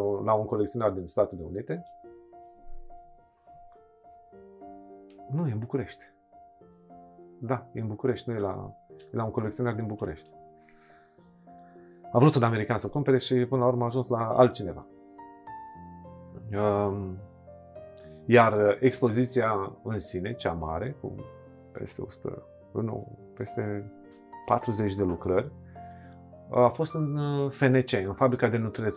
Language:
Romanian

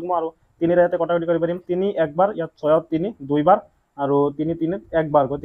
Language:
Assamese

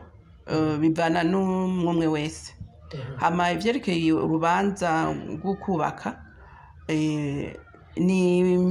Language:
Rundi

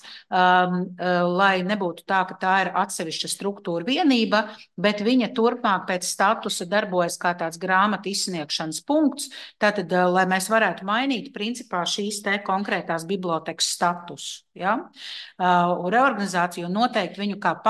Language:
Latvian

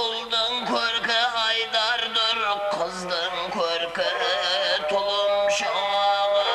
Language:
Kara-Kalpak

